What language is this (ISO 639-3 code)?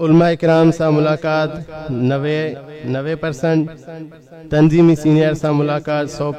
snd